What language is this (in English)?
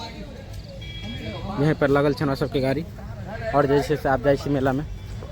Maithili